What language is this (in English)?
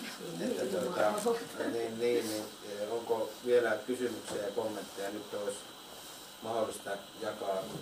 Finnish